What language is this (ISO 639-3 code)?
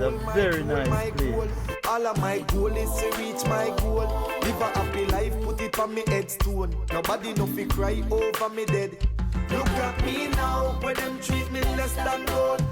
jam